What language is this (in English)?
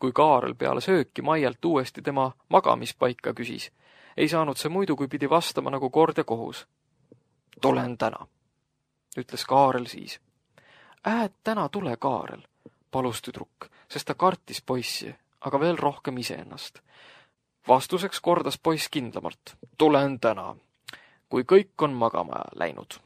Estonian